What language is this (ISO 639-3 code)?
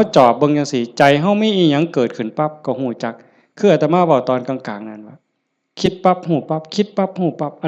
lao